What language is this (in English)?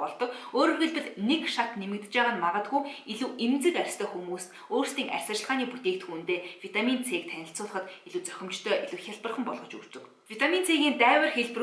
Mongolian